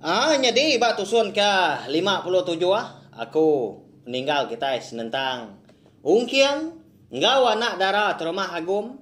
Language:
Iban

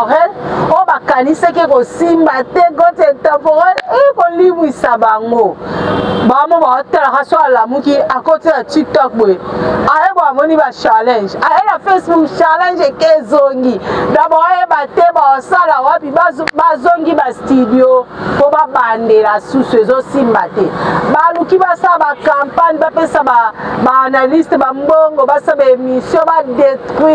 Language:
Lingala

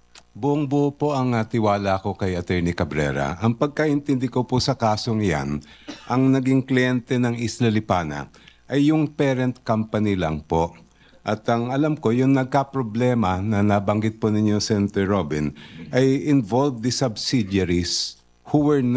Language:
Filipino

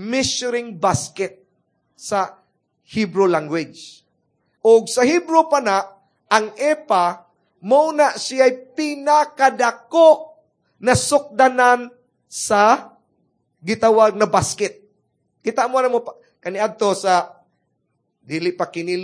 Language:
Cebuano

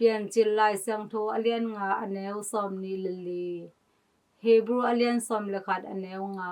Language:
Tedim Chin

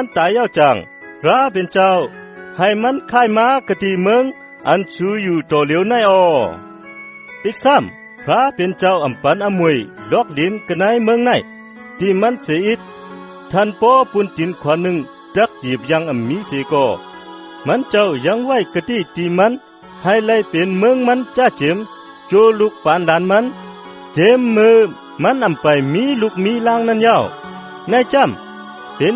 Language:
Shan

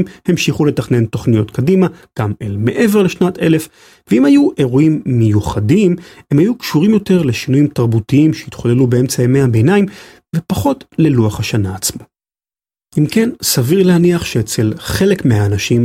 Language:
Hebrew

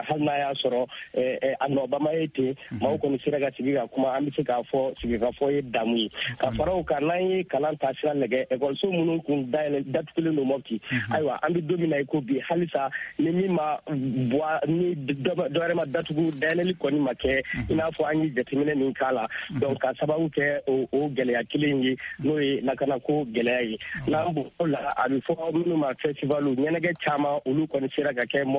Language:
Bambara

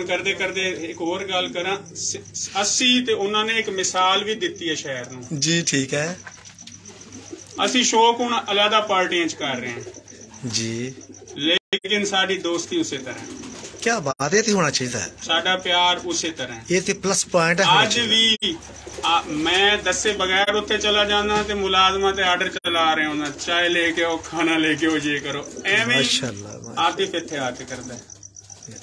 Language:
Punjabi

